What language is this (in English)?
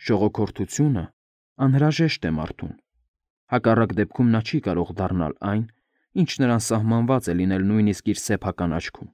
Armenian